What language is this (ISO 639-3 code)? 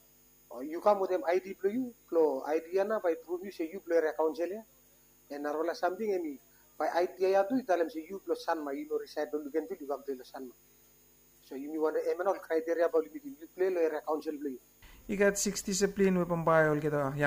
bis